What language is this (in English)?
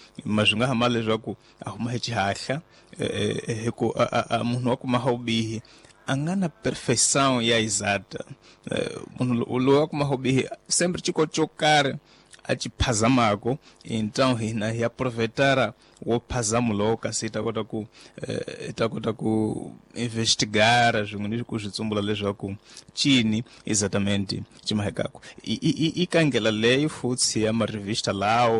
Tsonga